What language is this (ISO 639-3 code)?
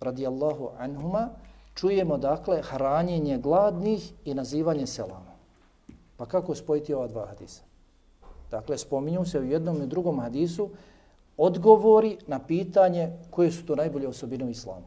bos